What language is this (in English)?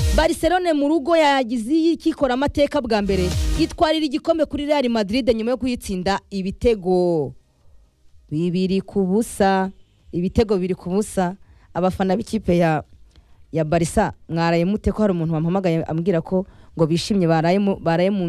Kinyarwanda